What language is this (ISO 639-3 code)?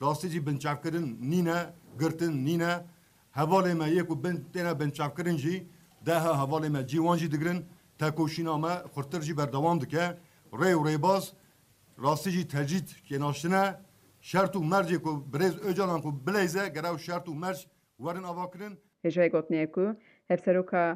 kur